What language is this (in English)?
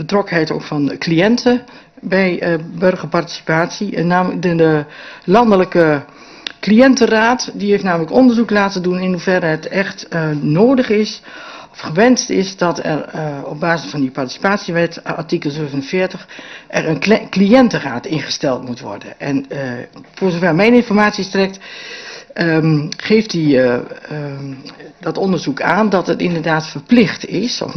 Dutch